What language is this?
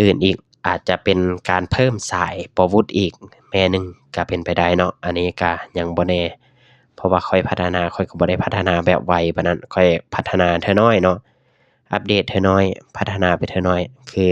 Lao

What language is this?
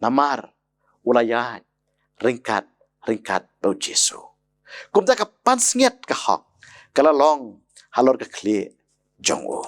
Khasi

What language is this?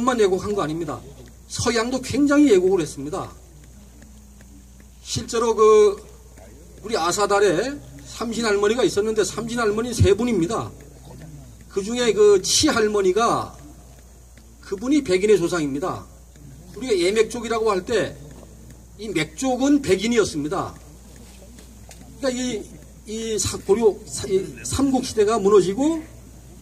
Korean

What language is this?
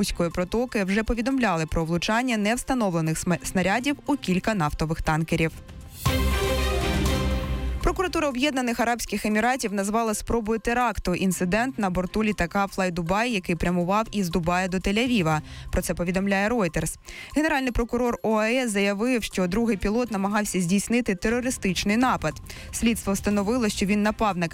Ukrainian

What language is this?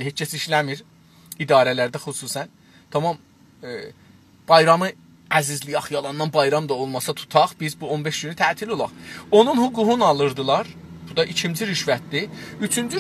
South Azerbaijani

